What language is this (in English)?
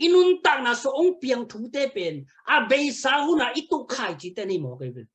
Tedim Chin